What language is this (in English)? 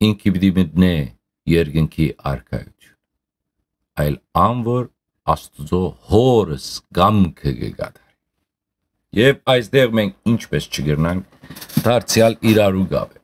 Western Armenian